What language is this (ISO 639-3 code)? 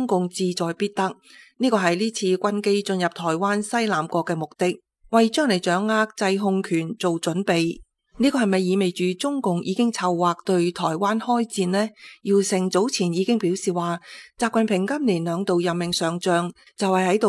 yue